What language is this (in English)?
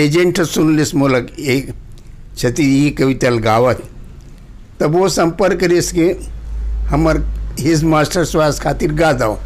Chhattisgarhi